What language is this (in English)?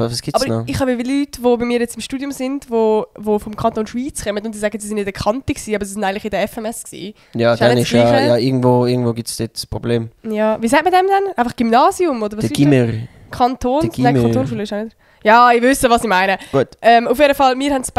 Swiss German